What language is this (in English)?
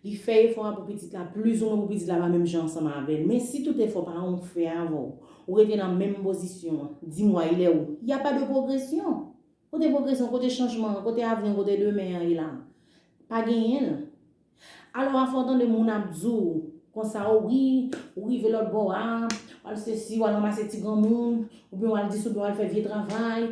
Haitian Creole